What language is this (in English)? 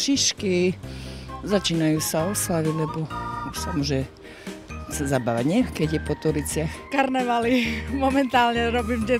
Slovak